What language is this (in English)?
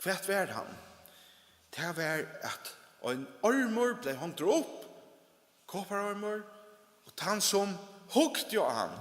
Faroese